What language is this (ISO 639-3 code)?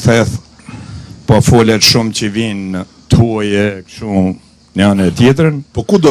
sqi